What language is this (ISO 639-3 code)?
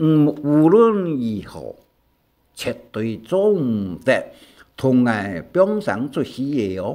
hak